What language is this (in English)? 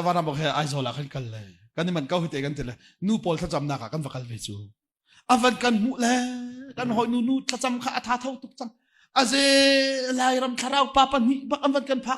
Hakha Chin